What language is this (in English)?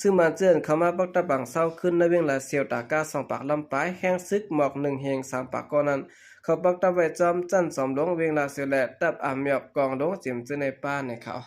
Shan